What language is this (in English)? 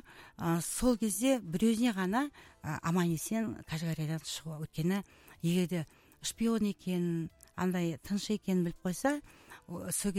Kazakh